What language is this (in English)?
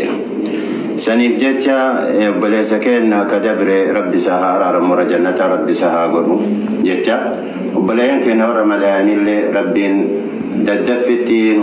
Oromo